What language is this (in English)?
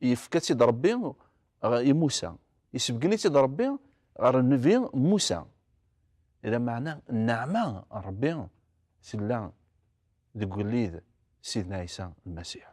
Kabyle